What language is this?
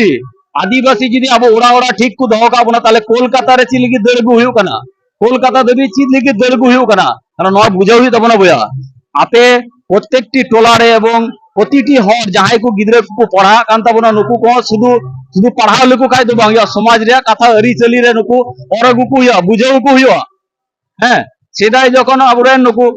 Santali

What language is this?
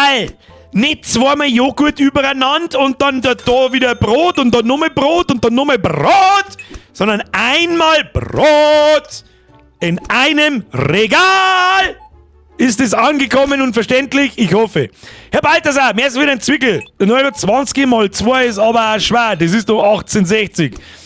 Bavarian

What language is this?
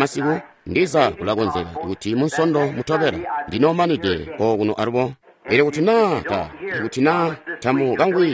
Tonga (Zambia)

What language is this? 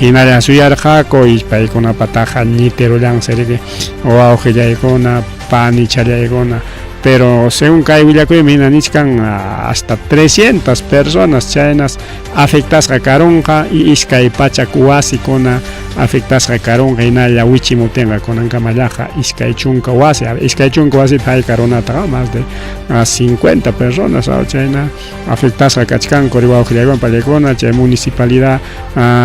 Ayacucho Quechua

